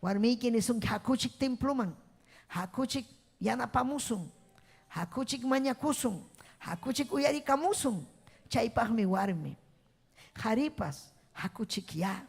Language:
Ayacucho Quechua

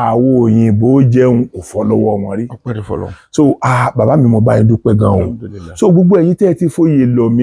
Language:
Yoruba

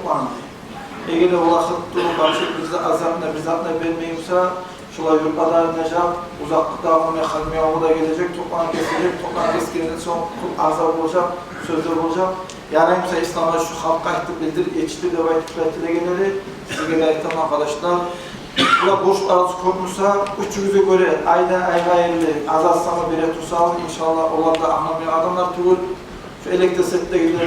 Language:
Kumyk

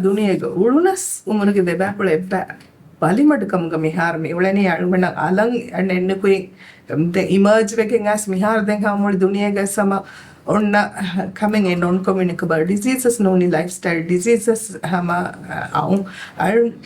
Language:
Divehi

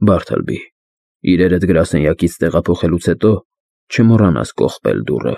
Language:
Armenian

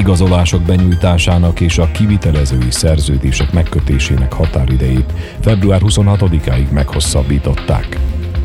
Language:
Hungarian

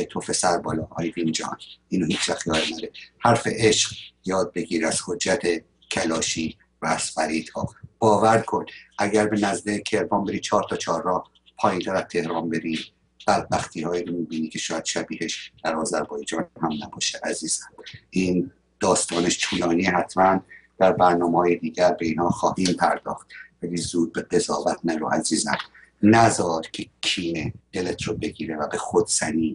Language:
Persian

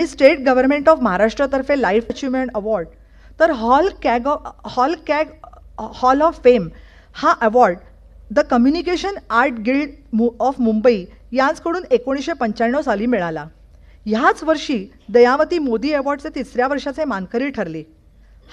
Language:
Marathi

